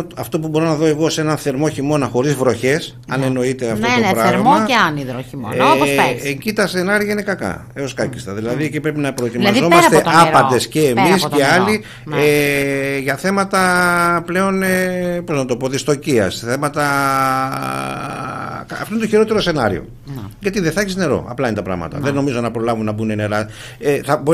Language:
Greek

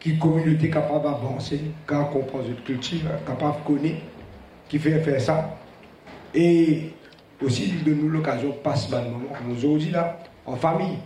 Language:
Morisyen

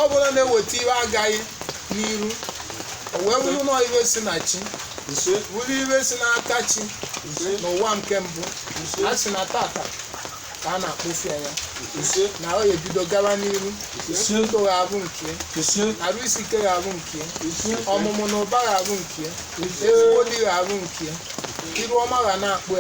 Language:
Igbo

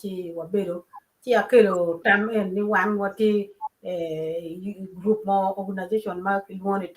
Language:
Acoli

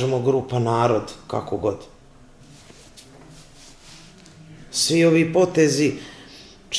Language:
Serbian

